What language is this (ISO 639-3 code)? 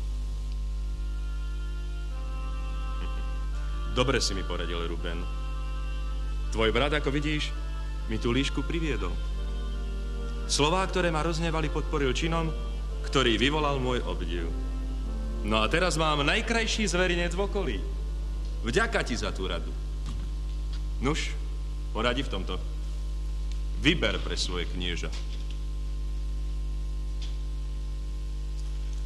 slk